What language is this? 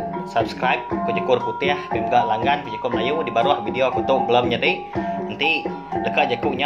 Iban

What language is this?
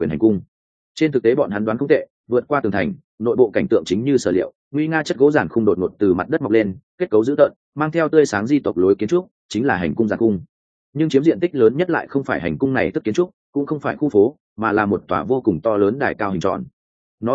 Vietnamese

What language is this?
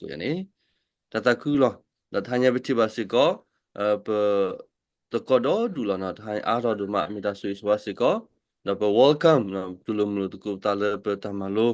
S'gaw Karen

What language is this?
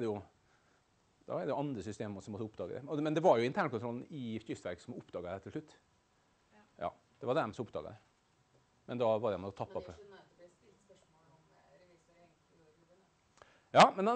Norwegian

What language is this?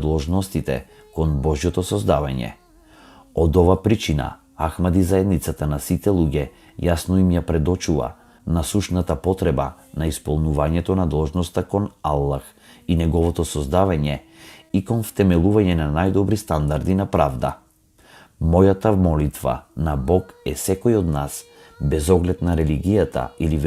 Macedonian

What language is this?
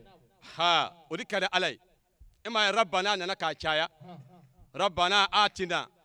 Bambara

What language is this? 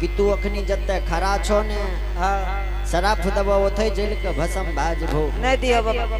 Angika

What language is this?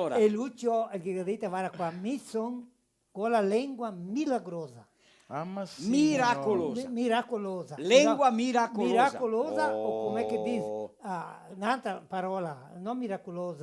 Venetian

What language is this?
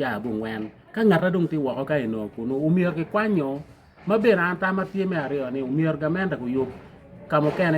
Acoli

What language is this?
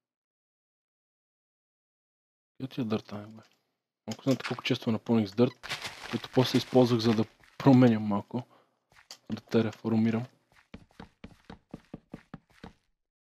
Bulgarian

